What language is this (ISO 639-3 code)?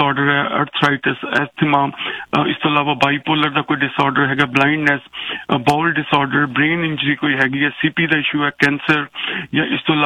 pan